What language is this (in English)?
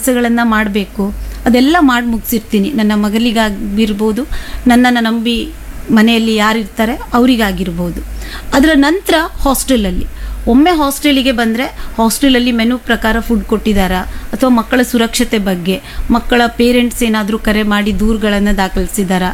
Kannada